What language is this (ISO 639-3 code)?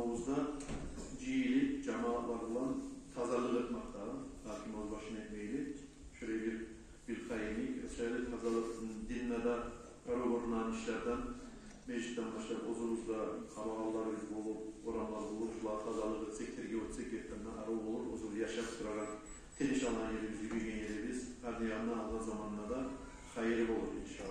kum